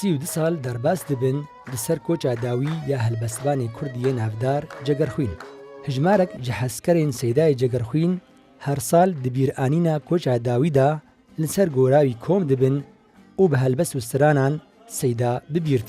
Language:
Kurdish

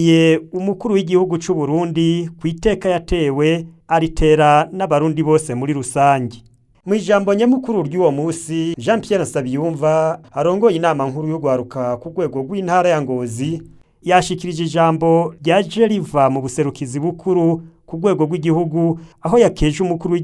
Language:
Rundi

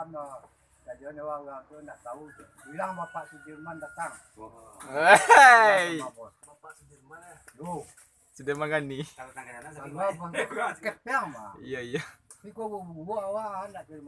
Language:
Minangkabau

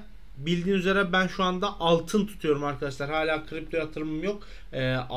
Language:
Turkish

